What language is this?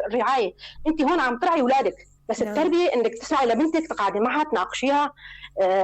North Levantine Arabic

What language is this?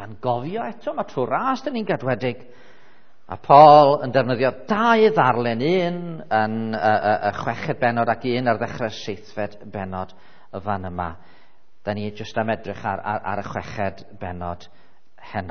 Welsh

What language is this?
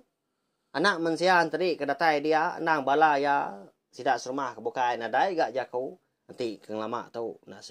Iban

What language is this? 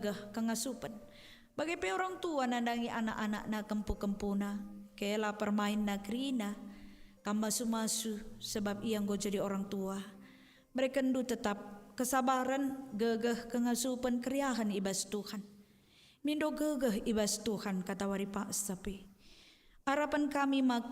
Batak Karo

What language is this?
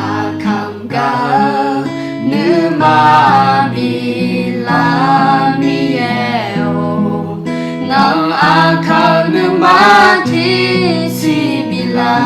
Akha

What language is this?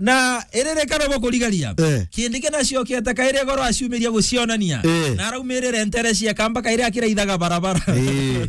Meru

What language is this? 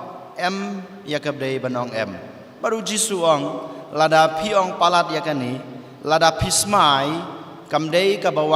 Khasi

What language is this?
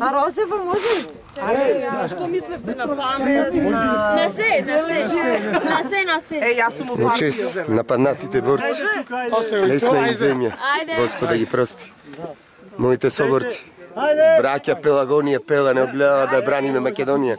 Macedonian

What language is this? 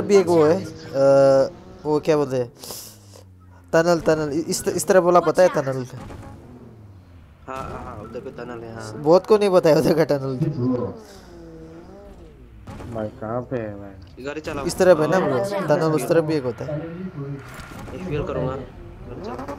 Hindi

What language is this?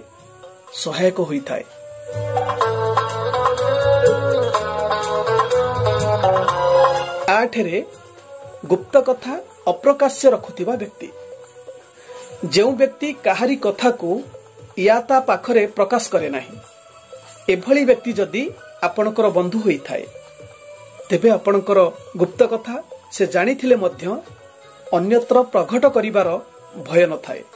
Odia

